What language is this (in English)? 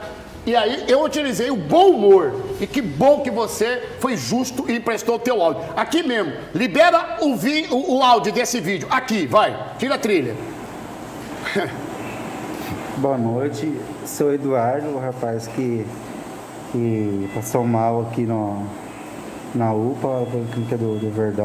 Portuguese